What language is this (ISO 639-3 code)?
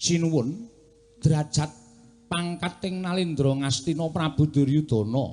jav